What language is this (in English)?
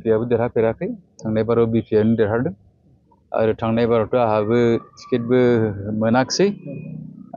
Bodo